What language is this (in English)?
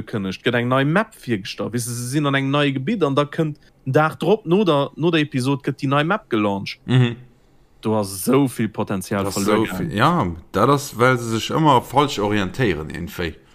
Luxembourgish